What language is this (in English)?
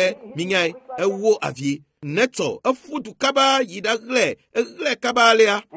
Ewe